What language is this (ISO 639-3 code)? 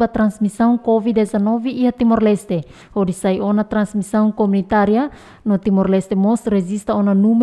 tet